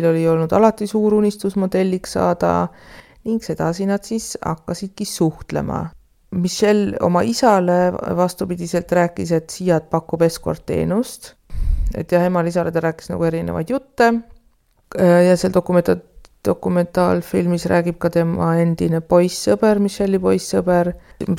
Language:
Estonian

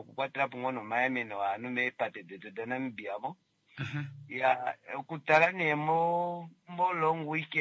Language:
Kuanyama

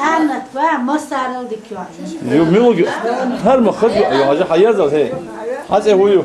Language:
Chechen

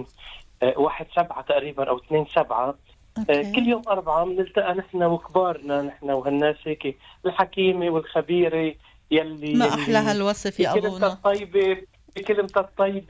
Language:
North Levantine Arabic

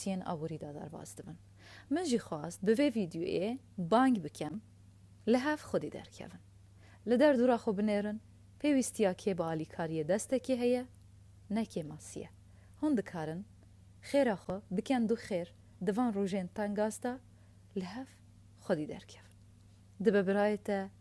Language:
Kurdish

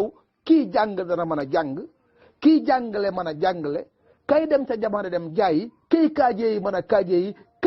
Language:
Wolof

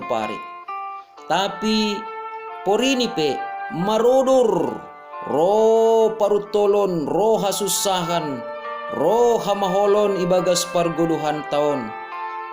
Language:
Batak Simalungun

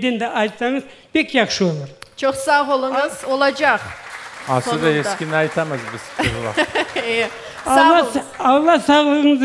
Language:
Crimean Tatar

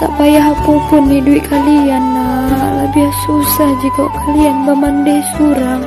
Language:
Minangkabau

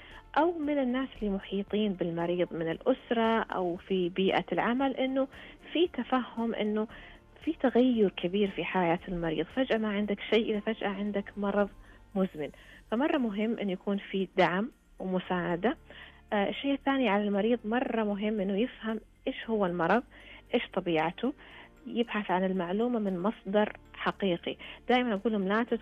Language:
Najdi Arabic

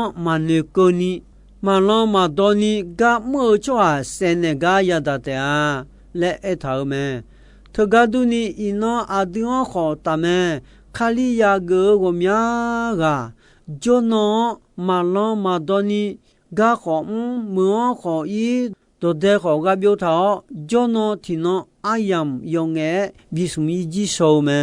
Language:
Akha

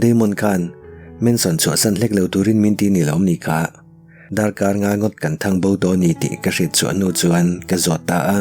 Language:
Mizo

